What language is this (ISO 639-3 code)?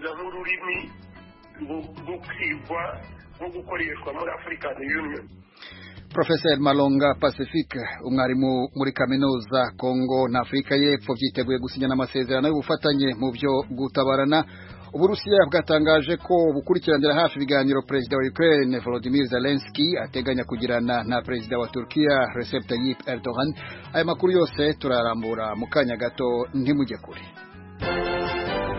kin